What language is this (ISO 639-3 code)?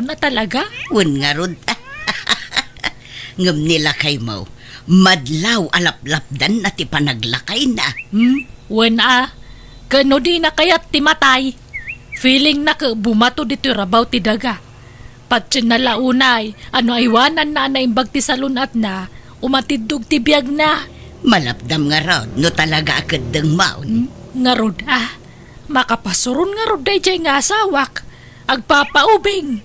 ilo